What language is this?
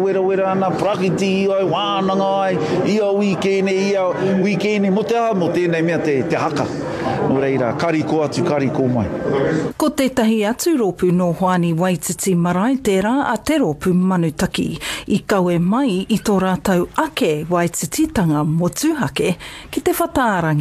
Māori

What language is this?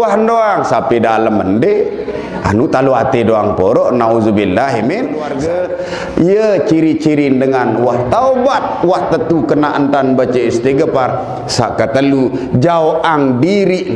Sasak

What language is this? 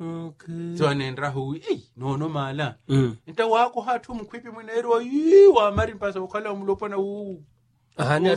Makhuwa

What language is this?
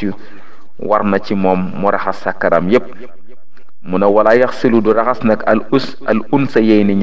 Wolof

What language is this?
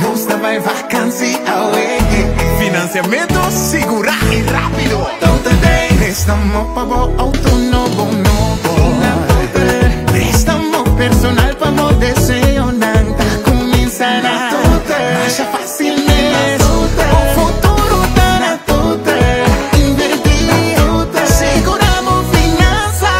Papiamento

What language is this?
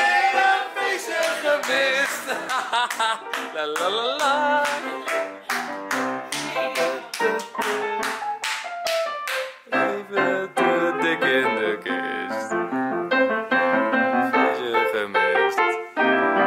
Dutch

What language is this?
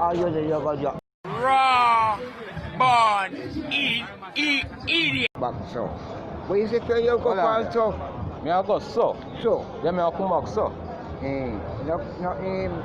Jamaican Creole English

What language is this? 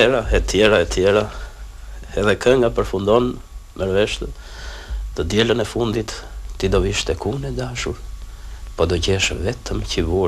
Albanian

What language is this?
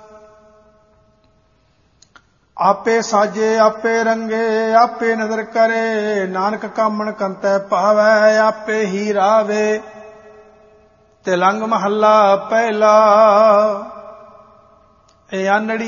Punjabi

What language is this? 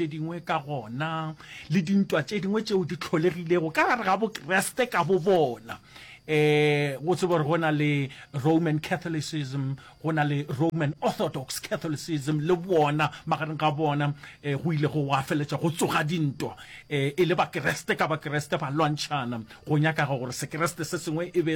Northern Sotho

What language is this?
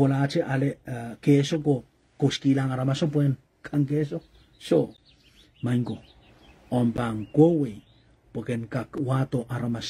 Pohnpeian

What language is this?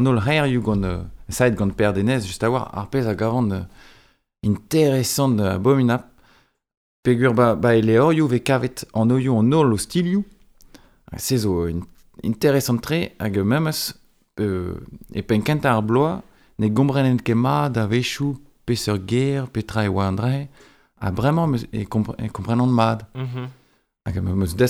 Breton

